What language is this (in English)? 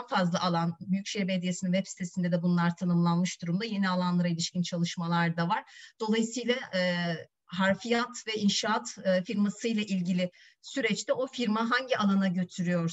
Turkish